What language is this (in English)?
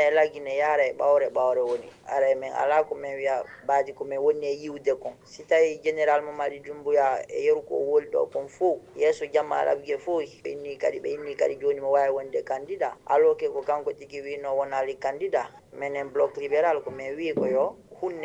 Fula